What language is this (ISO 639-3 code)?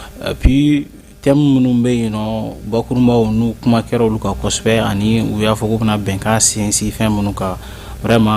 bam